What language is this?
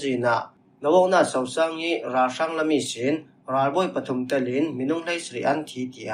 Falam Chin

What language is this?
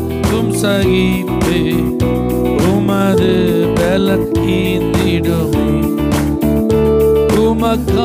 Tamil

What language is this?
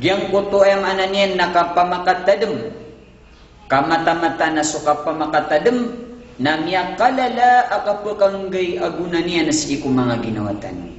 Maranao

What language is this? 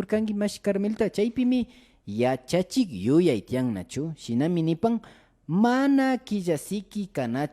Imbabura Highland Quichua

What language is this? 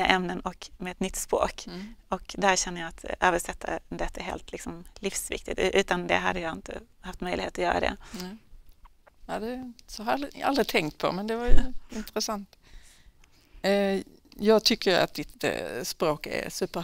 Swedish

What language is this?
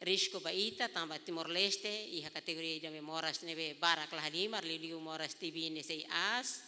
Tetum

